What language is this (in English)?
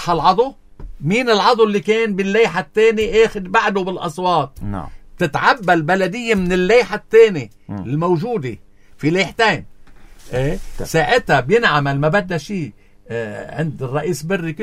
North Levantine Arabic